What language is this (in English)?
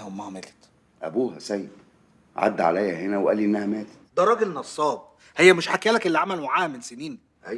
Egyptian Arabic